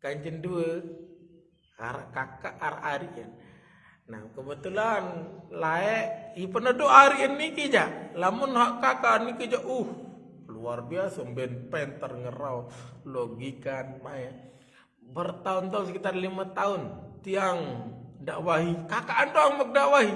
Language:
Sasak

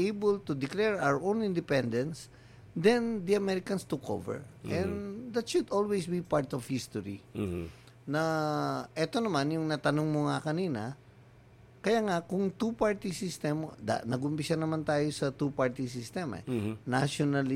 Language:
Filipino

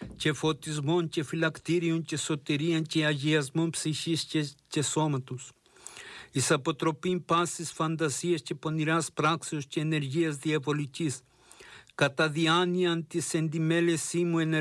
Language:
Greek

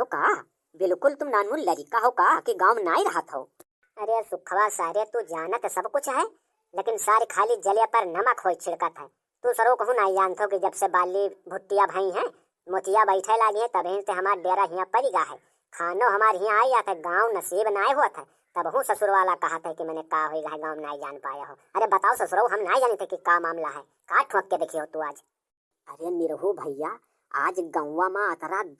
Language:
Awadhi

